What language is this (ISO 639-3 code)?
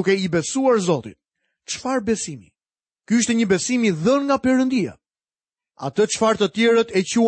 sqi